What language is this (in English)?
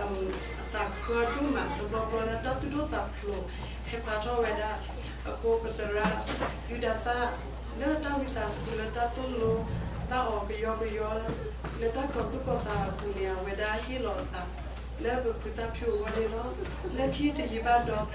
S'gaw Karen